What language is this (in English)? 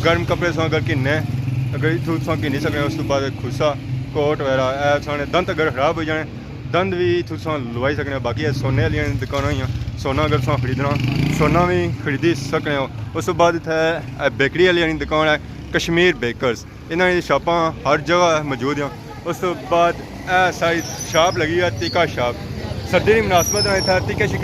Pahari-Potwari